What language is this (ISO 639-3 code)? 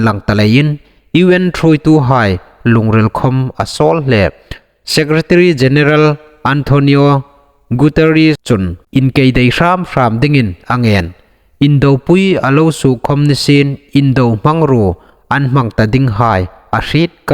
hmr